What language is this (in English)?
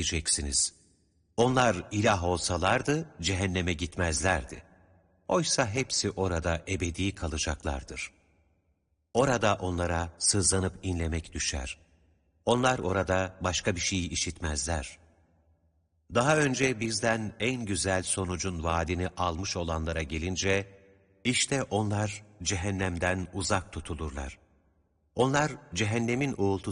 Turkish